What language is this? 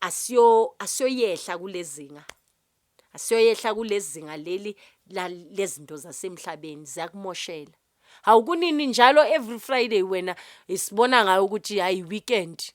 Zulu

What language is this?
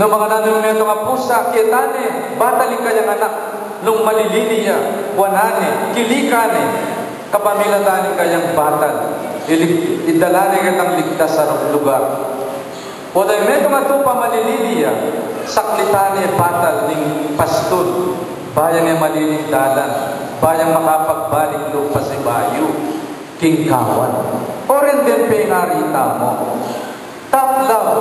Pampanga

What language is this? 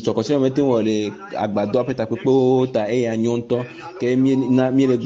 Ewe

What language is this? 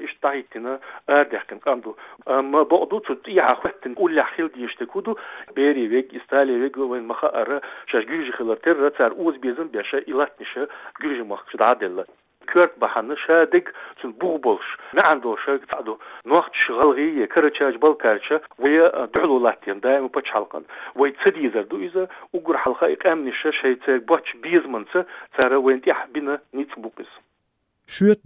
Chechen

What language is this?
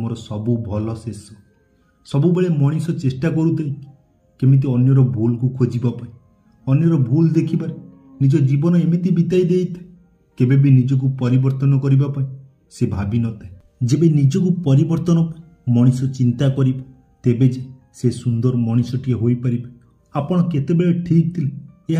Odia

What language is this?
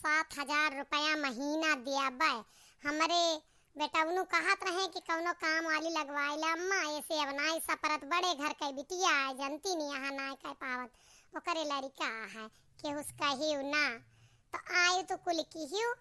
Awadhi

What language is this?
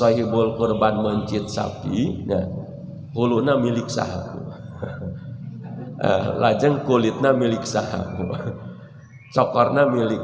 Sundanese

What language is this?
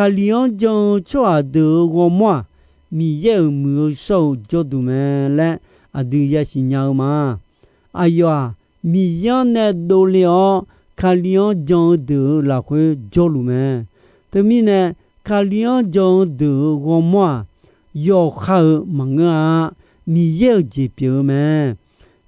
Akha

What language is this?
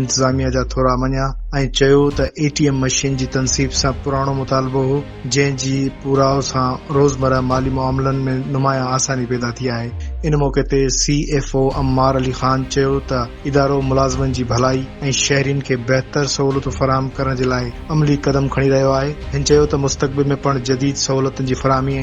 Sindhi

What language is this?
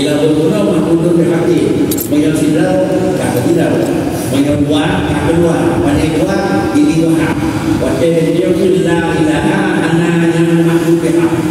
Achinese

